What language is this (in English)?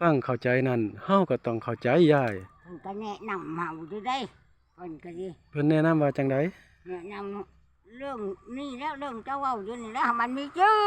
Northeastern Thai